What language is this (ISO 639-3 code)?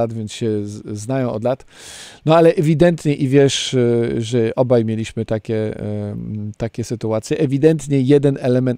pol